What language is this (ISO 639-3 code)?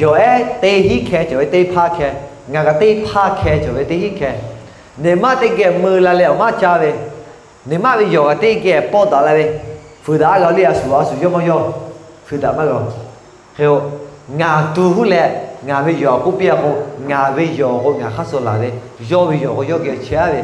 lhu